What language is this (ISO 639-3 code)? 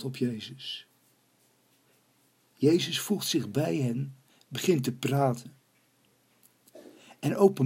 nld